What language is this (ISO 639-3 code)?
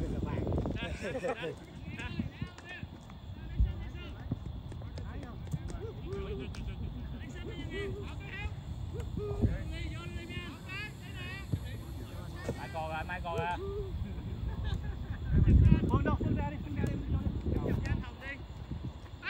vie